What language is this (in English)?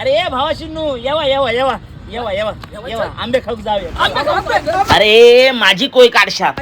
Konkani